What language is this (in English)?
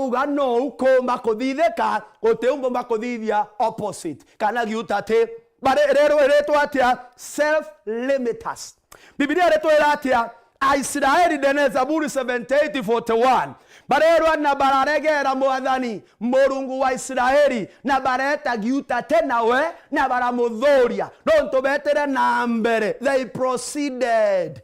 Meru